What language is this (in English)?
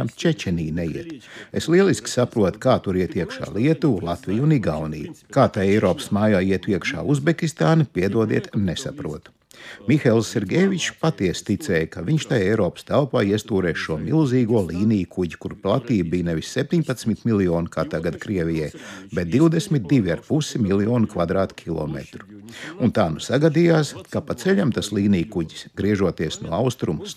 Latvian